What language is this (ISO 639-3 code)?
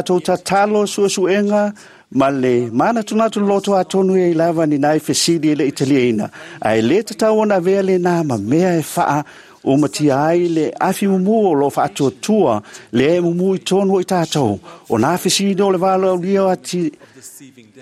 smo